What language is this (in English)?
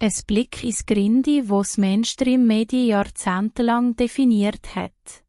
Swiss German